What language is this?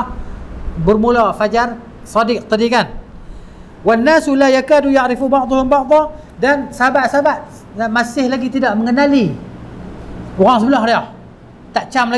Malay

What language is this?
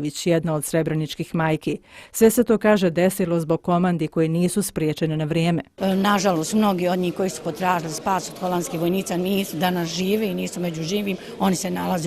Bosnian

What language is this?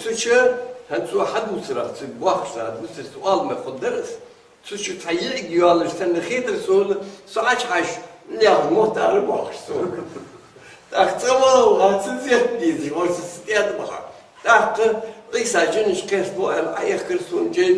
Ingush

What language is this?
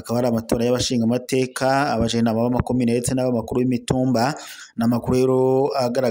Rundi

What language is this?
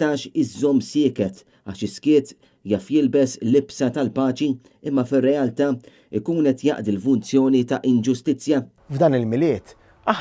Maltese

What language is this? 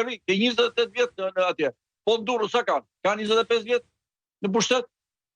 Albanian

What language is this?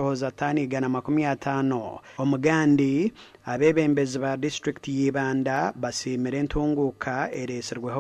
Nyankole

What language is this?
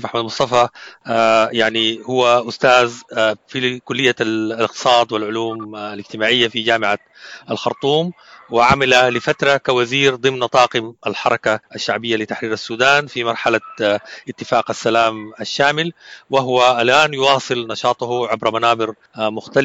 Sudanese Arabic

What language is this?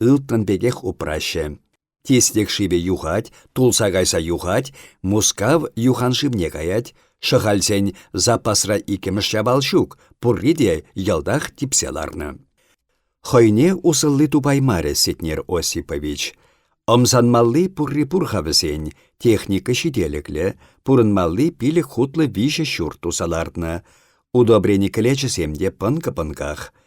Chuvash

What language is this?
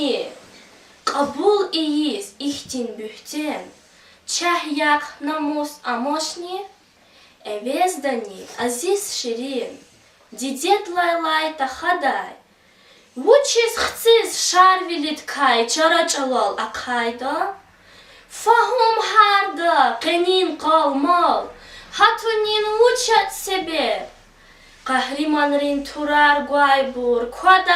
Lezghian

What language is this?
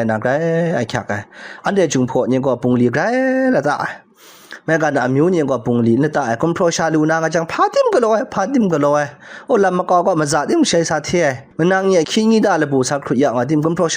Kachin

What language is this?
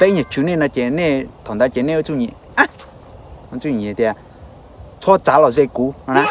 Hmong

